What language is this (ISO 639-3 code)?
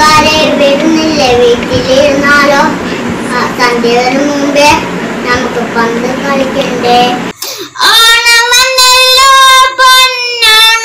mal